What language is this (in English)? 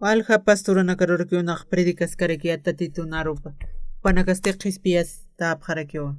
Aymara